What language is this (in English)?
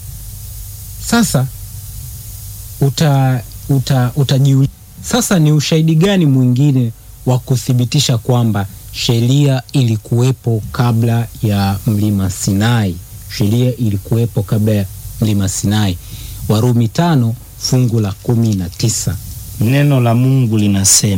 Swahili